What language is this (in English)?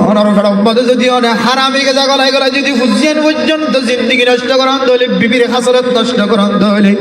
Rohingya